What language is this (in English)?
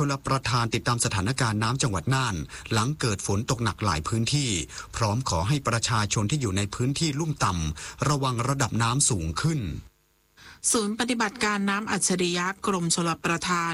Thai